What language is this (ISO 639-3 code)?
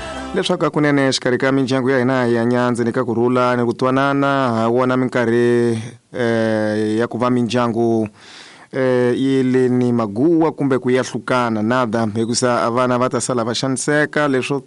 tso